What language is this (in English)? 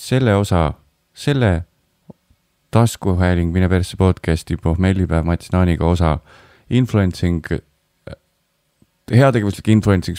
Estonian